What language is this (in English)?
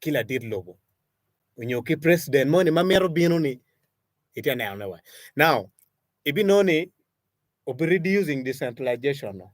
Acoli